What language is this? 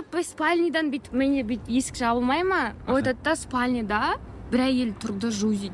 Kazakh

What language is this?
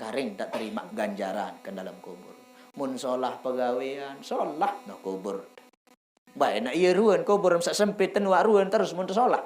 Sasak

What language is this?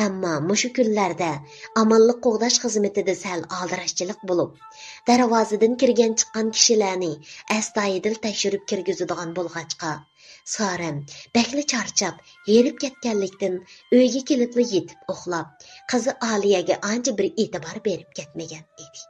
Uyghur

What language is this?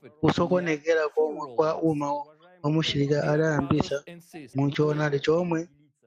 Nyanja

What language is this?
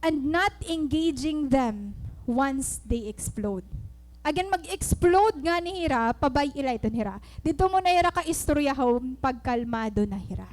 Waray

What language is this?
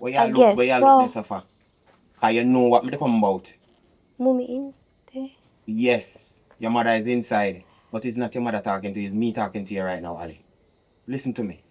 Jamaican Creole English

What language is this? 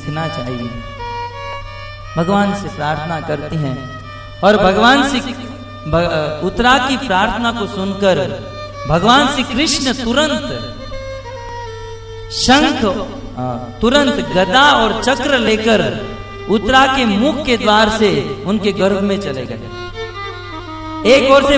Hindi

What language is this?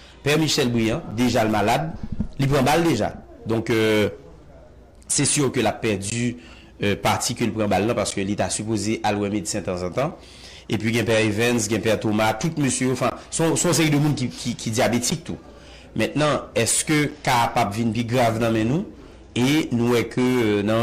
Haitian Creole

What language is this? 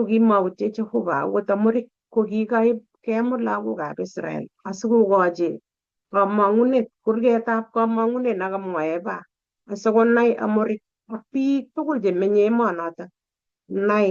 Kalenjin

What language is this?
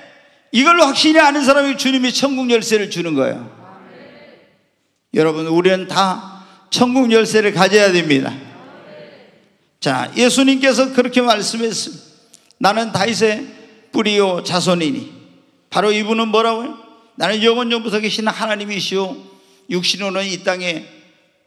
Korean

